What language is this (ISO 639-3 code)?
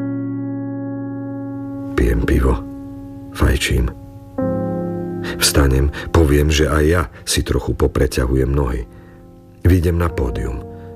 slk